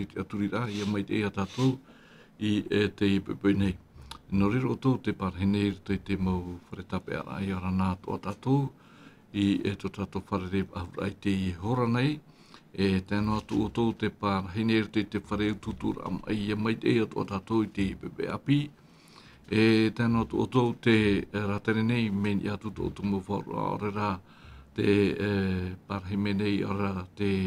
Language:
Tahitian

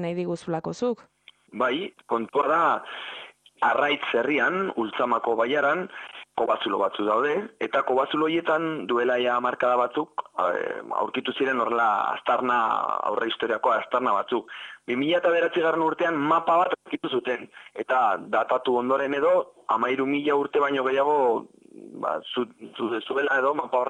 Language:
Basque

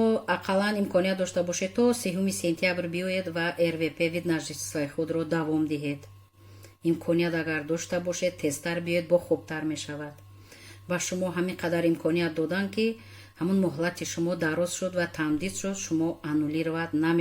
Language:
Tajik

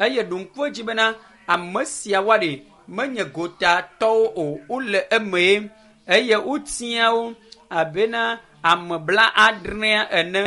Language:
Ewe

